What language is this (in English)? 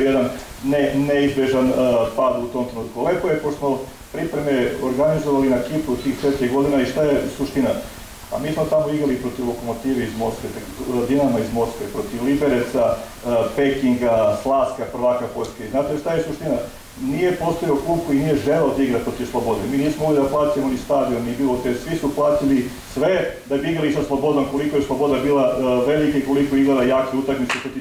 Serbian